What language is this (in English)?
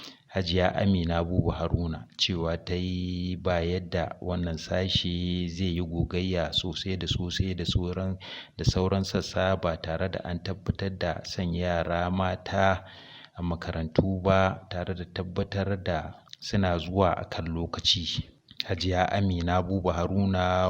Hausa